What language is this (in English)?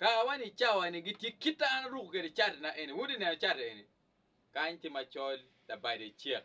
Acoli